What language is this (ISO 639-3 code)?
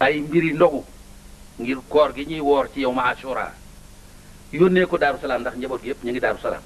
wol